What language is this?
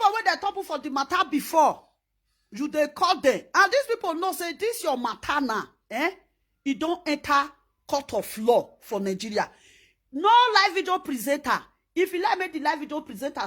Nigerian Pidgin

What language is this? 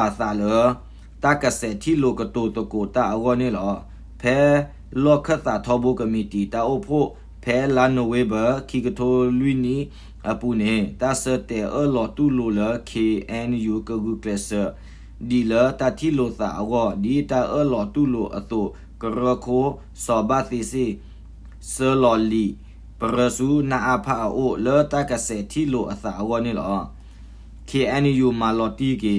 S'gaw Karen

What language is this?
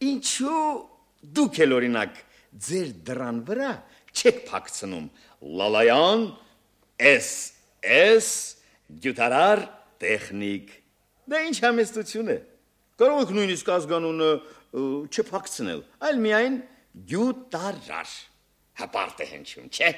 Armenian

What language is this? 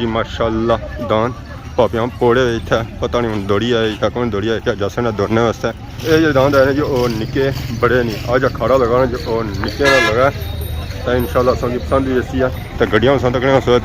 Pahari-Potwari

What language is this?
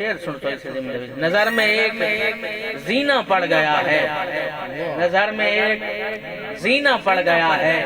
Saraiki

